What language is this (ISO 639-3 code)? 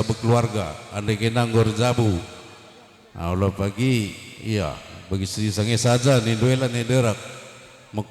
btx